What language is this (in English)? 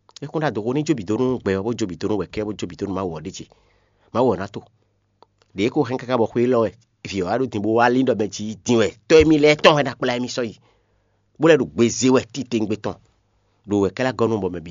Fon